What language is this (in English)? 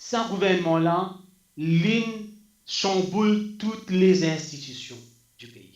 Morisyen